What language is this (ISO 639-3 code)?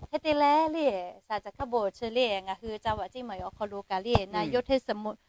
lhu